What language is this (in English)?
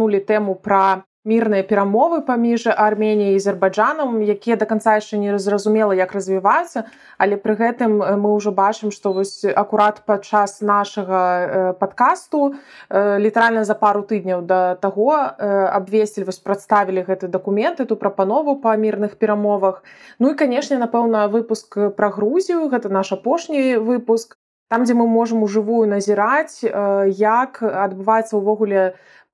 Belarusian